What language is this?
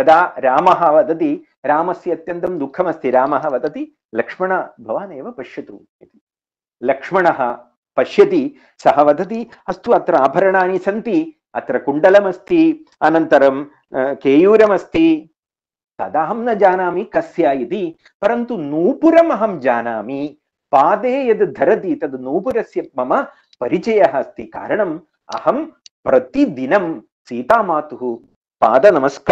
Sanskrit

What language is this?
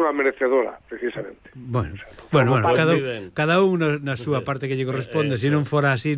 Galician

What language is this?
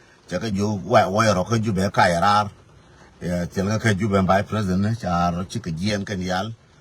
Nuer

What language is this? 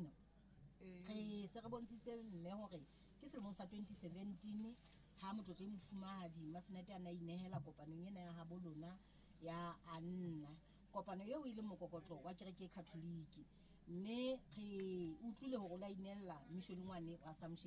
Southern Sotho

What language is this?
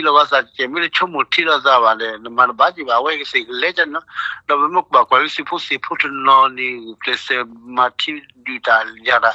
S'gaw Karen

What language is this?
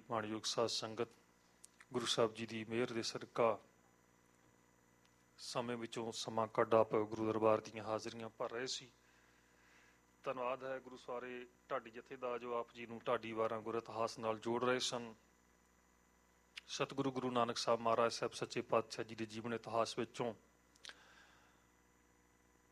Punjabi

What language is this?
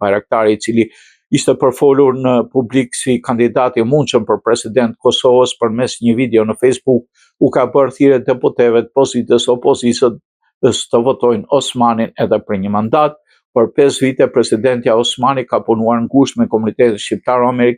Albanian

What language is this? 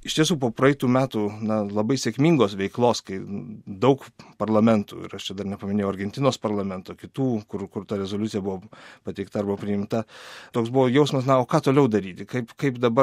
Lithuanian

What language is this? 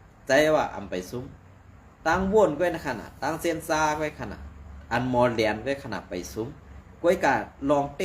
Shan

